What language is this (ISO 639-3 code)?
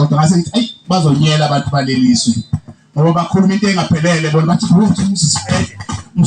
zul